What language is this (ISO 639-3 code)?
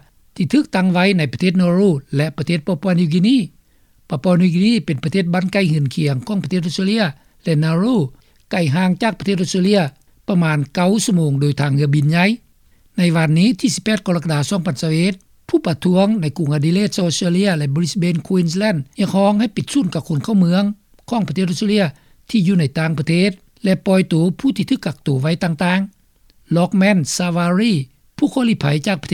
lao